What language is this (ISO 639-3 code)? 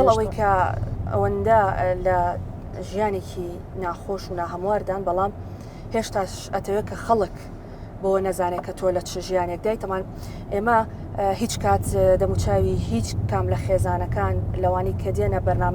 ckb